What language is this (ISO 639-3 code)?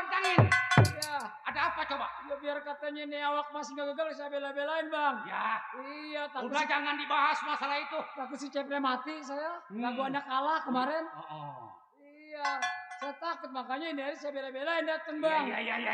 bew